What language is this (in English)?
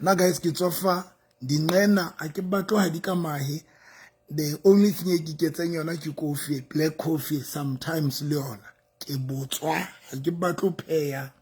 Southern Sotho